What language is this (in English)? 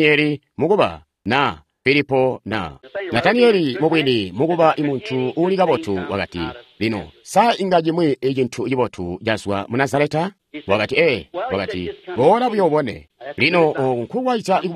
Tonga (Zambia)